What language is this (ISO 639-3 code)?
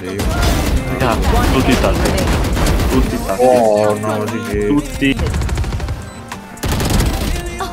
ita